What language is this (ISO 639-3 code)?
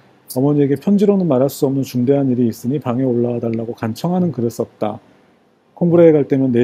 kor